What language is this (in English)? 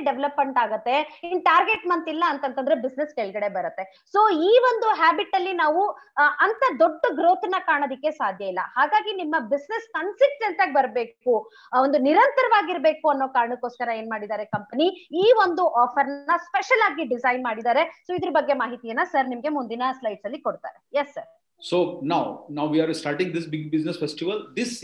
Kannada